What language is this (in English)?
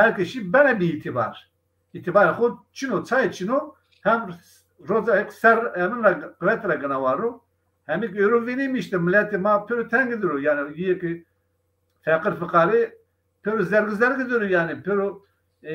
Zaza